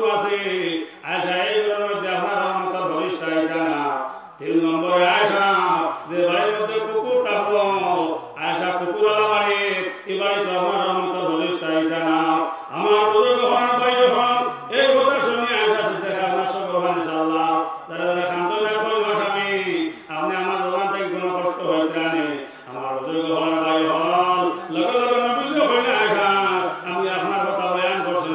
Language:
Sylheti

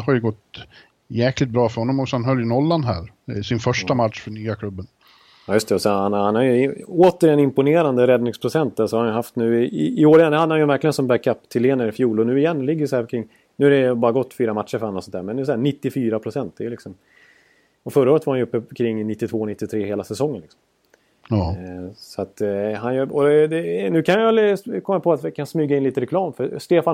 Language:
Swedish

